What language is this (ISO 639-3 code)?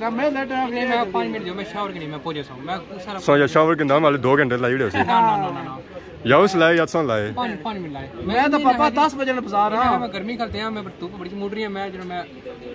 phr